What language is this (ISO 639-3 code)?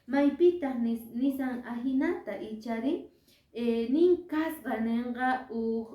que